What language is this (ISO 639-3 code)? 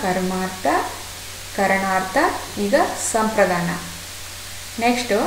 kan